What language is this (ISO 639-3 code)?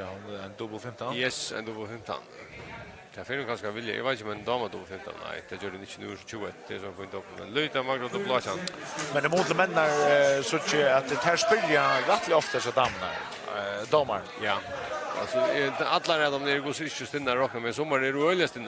fao